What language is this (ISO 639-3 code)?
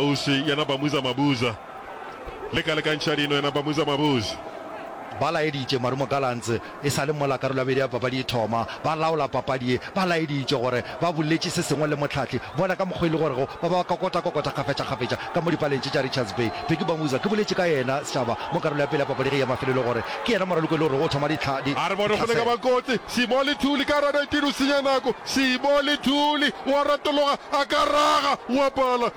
nso